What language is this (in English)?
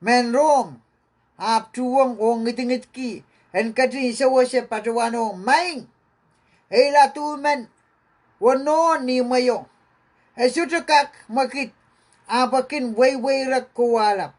Pohnpeian